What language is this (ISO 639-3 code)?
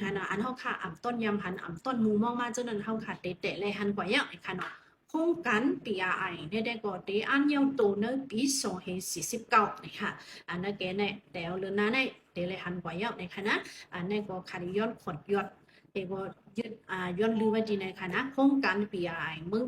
shn